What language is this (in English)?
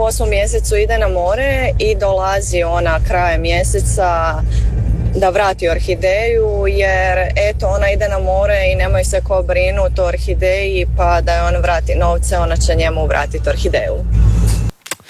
Croatian